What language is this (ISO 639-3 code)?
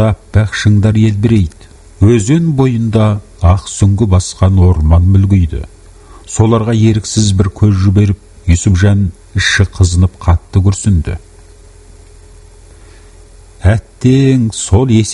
kaz